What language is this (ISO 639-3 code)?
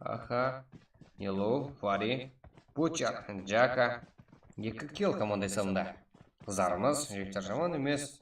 kaa